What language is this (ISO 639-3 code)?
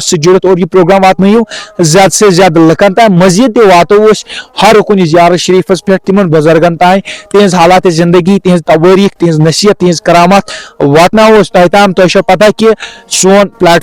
kas